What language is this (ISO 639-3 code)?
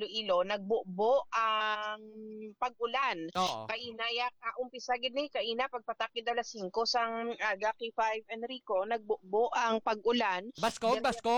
hil